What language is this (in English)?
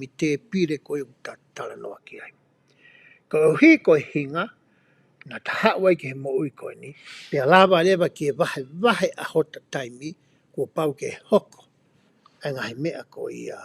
Tongan